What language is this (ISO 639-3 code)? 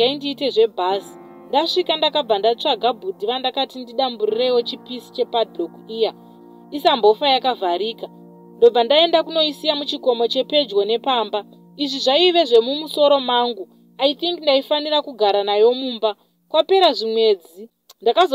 sna